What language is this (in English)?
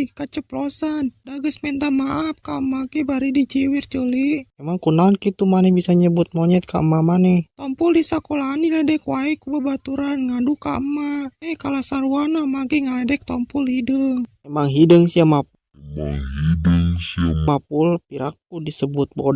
Sundanese